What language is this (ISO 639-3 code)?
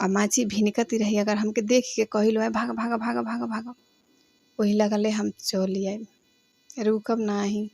bho